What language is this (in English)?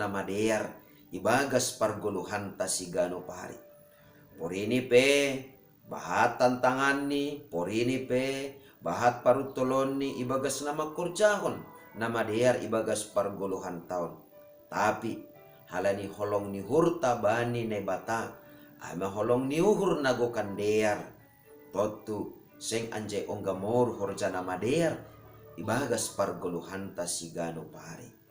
Batak Simalungun